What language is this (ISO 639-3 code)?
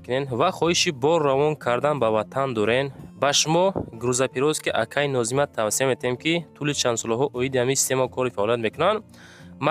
tgk